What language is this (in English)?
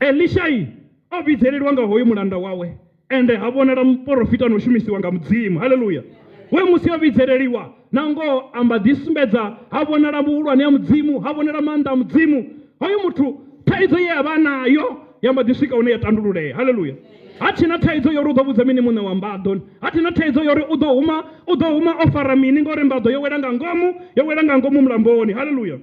Venda